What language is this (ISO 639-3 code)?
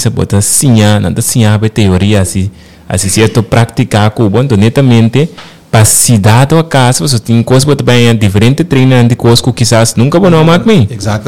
pap